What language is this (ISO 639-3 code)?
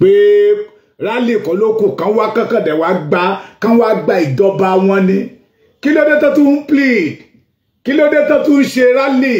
yor